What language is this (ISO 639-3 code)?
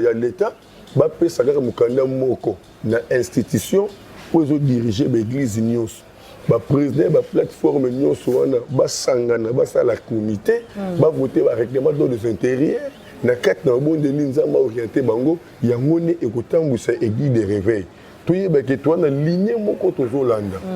lin